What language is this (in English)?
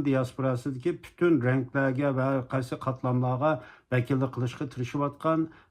Uyghur